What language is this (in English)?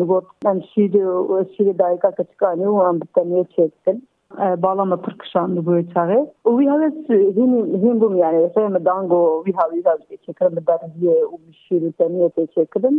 Kurdish